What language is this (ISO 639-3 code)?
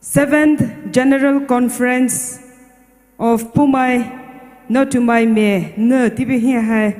pmx